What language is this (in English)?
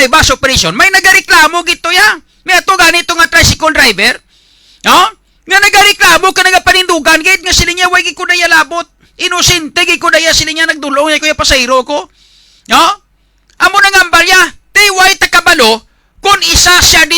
Hiligaynon